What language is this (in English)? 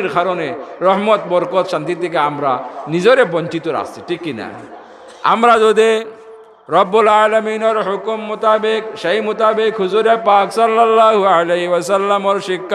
Sylheti